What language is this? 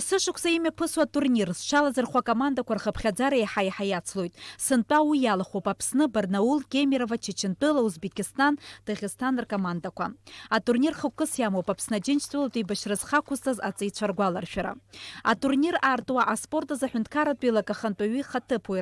Abkhazian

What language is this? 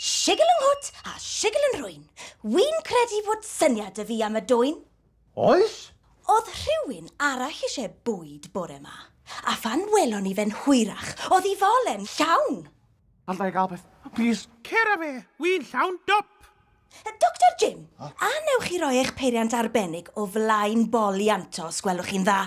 Welsh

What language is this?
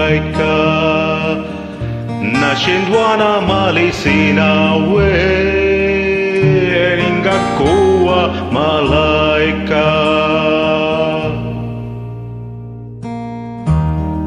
Swahili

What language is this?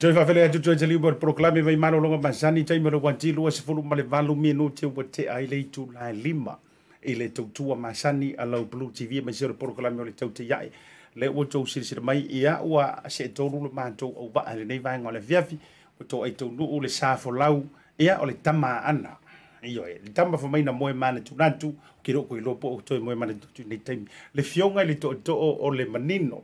Samoan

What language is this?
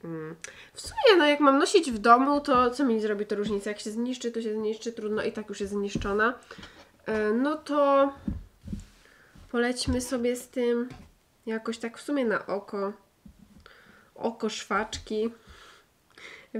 Polish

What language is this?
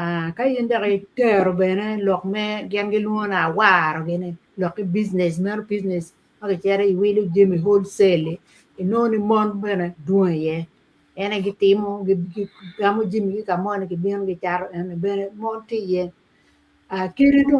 Acoli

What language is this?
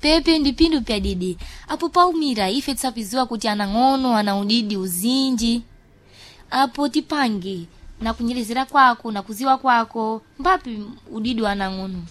Sena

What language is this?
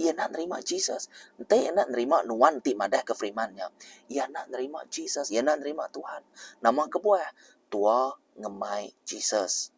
Iban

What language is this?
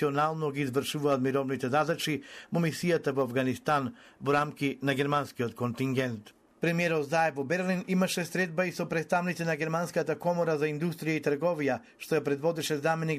Macedonian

